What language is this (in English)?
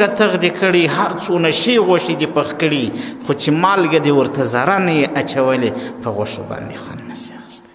Pashto